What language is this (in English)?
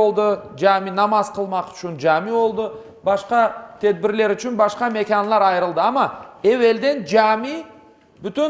Crimean Tatar